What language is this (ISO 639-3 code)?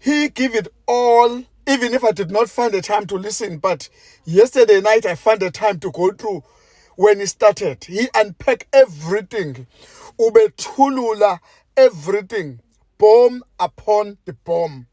zul